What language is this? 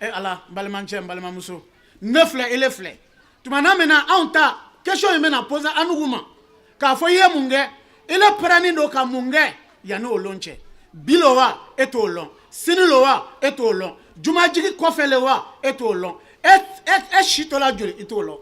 Bambara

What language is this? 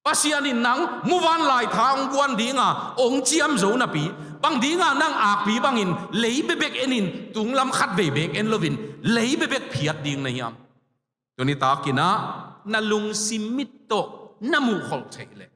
Tedim Chin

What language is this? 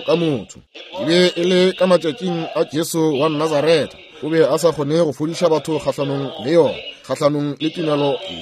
Northern Sotho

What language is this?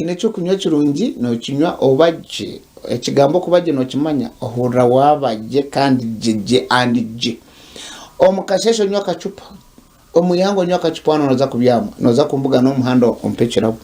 Nyankole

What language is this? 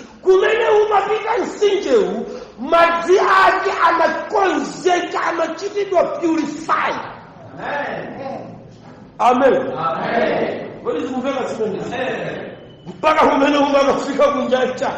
Nyanja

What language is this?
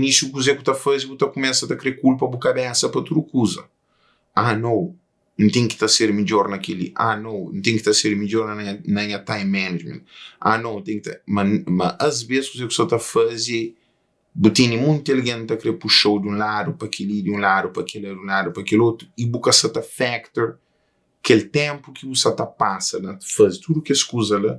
Kabuverdianu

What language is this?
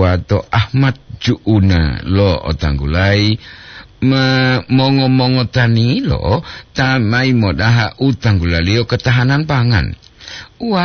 Gorontalo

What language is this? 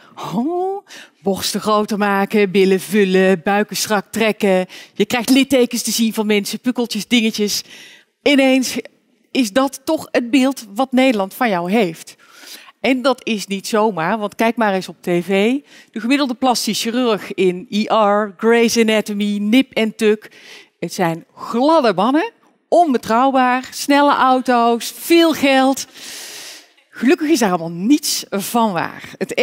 Dutch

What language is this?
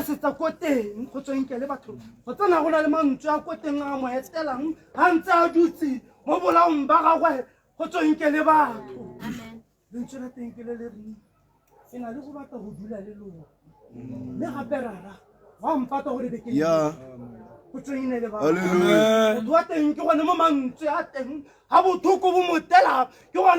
Tswana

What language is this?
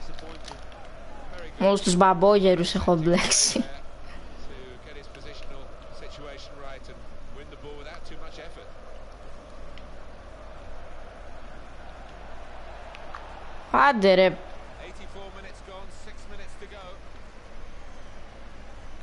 Greek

